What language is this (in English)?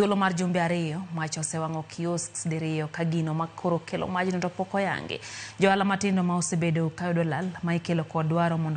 Luo (Kenya and Tanzania)